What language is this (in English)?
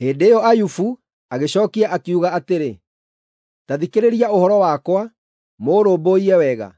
Kikuyu